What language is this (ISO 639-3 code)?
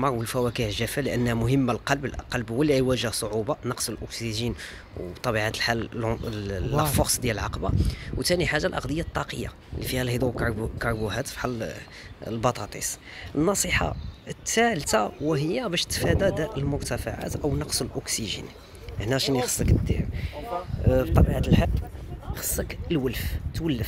ary